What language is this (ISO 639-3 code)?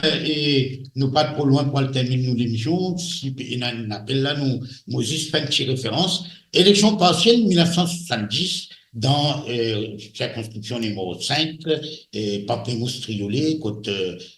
mfe